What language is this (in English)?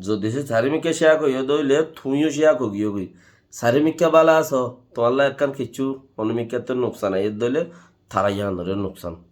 Rohingya